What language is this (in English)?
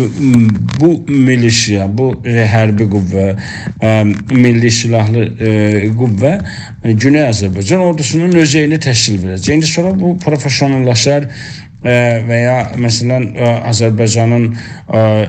South Azerbaijani